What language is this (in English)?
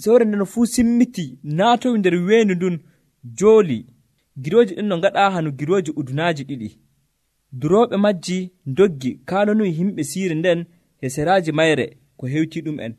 Nigerian Fulfulde